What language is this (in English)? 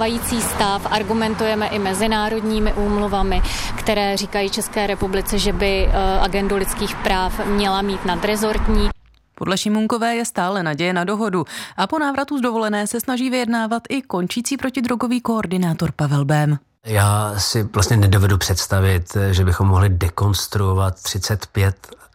Czech